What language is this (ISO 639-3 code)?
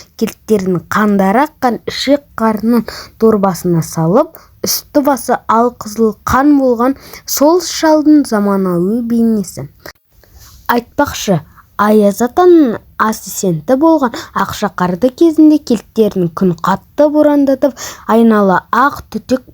kaz